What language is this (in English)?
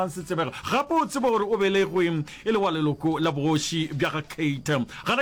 Northern Sotho